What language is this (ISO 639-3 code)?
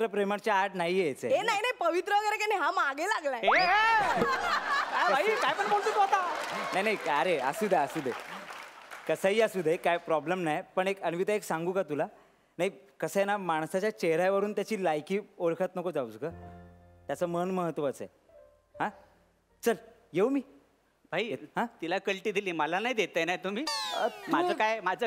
mar